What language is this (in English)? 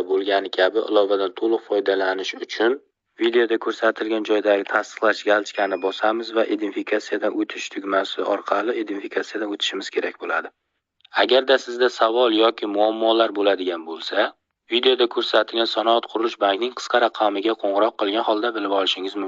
Uzbek